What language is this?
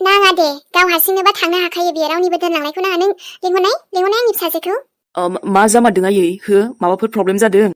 Bodo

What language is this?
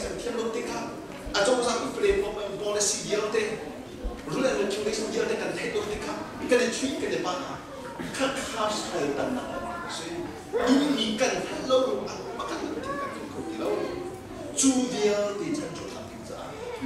Hakha Chin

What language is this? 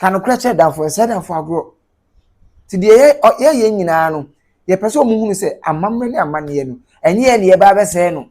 Akan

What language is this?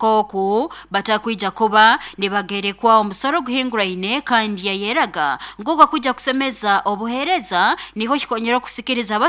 Nyoro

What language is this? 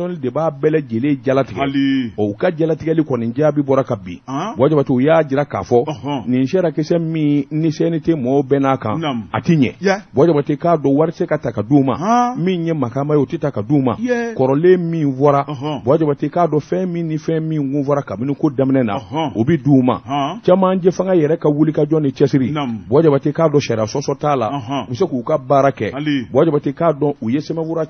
Bambara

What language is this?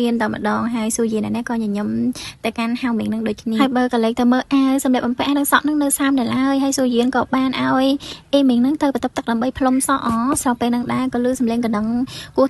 Khmer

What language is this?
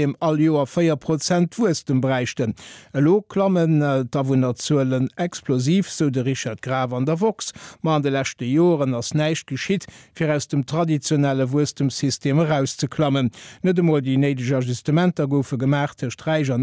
Luxembourgish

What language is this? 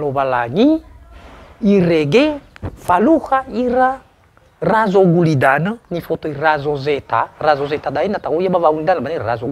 Nias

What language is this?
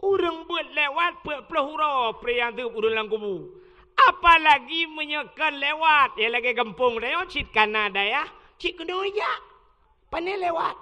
Achinese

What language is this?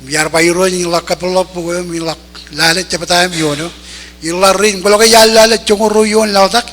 Marshallese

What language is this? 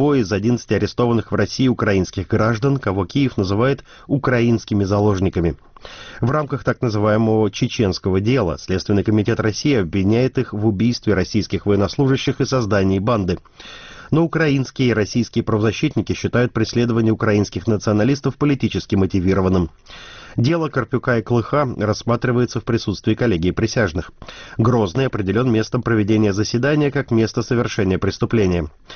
Russian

